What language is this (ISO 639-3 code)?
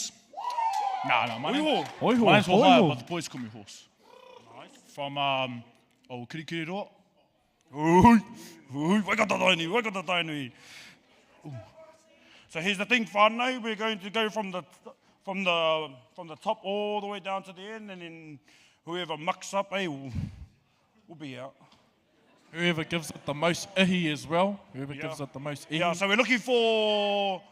mri